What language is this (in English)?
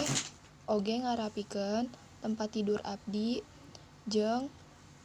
Sundanese